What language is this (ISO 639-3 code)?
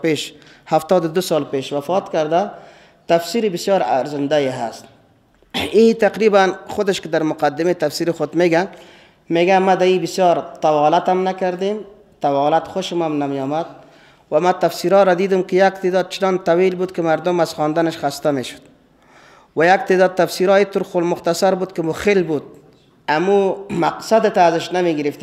fas